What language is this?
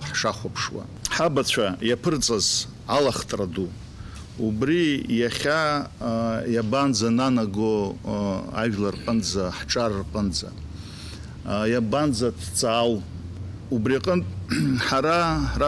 Abkhazian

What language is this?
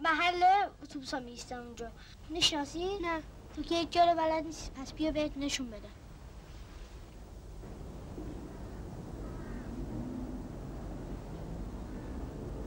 Persian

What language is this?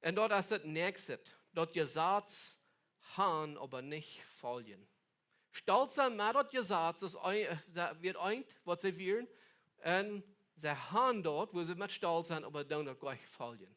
Plautdietsch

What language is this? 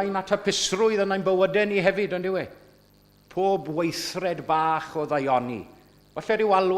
Welsh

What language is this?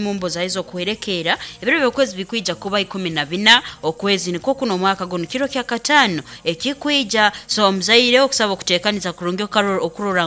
Nyoro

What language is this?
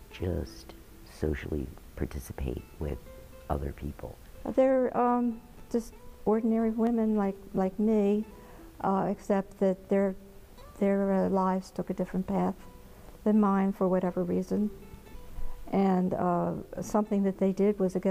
English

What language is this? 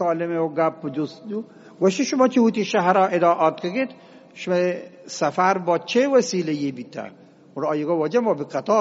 Eastern Balochi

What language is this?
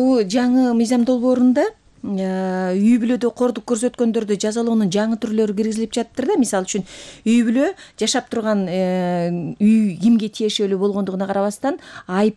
Kyrgyz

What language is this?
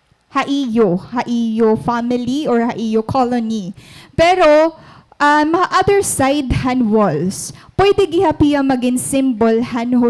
Waray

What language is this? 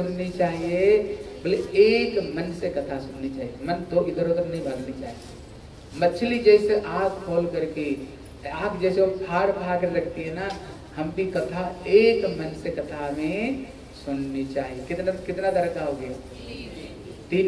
Hindi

